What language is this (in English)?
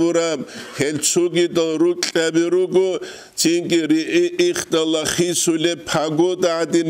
Avaric